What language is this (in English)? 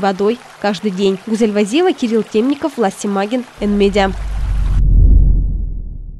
Russian